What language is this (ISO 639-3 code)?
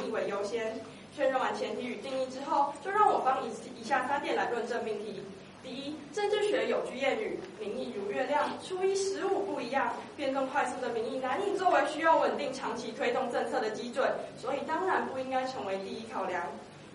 zho